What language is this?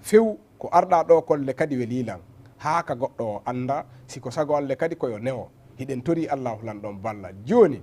Fula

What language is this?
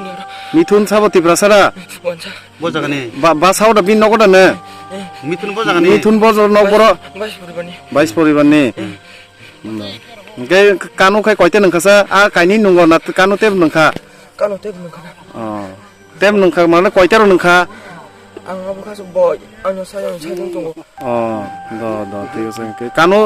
Kok Borok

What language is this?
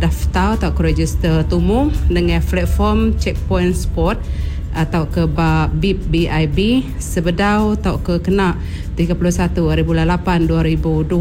Iban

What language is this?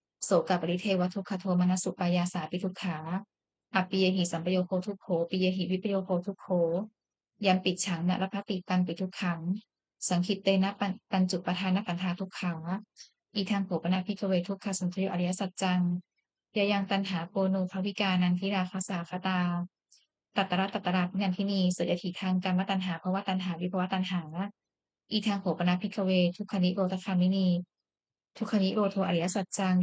Pali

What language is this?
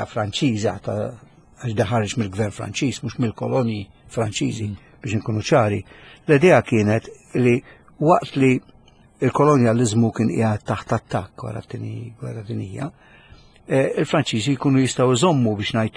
Maltese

